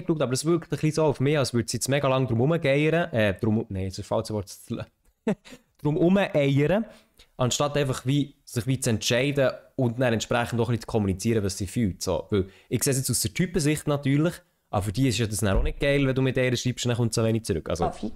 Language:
Swiss German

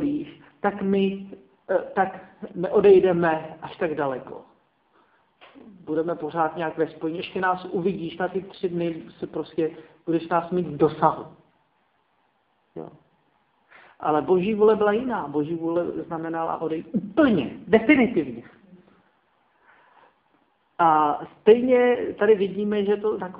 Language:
Czech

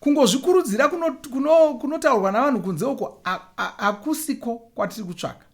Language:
Shona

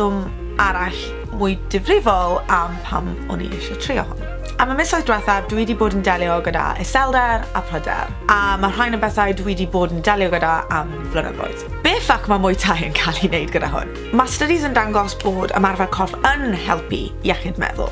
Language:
Welsh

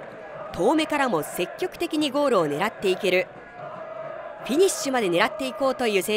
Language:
Japanese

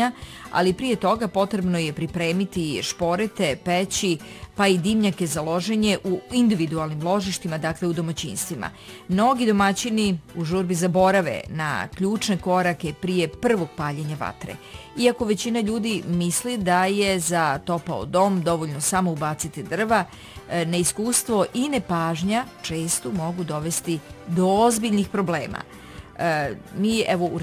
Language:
Bosnian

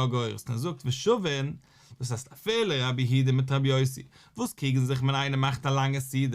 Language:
Yiddish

